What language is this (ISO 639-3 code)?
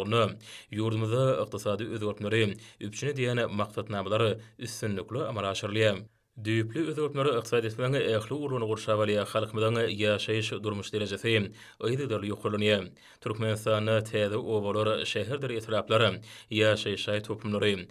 tuk